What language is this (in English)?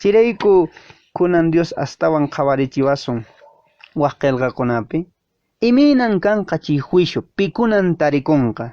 Quechua